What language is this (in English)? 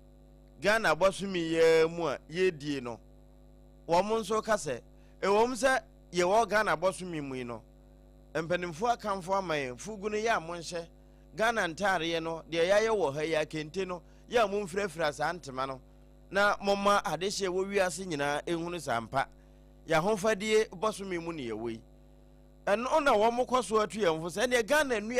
Akan